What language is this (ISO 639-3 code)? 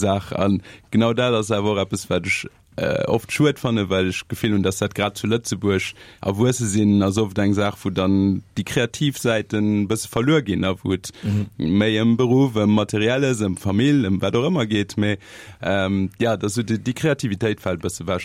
ltz